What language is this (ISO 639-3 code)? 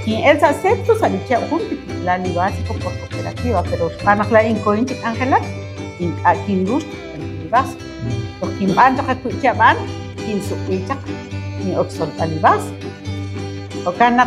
kek